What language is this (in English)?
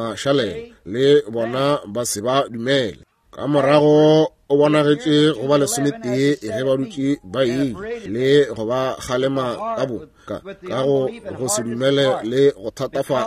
Northern Sotho